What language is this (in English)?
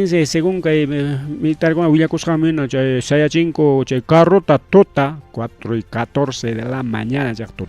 Ayacucho Quechua